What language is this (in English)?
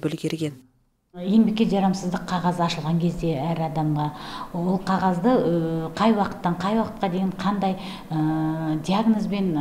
Kazakh